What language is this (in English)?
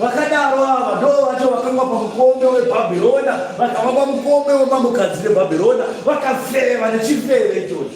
Shona